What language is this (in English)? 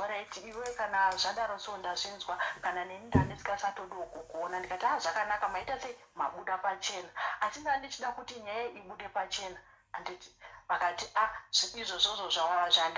Shona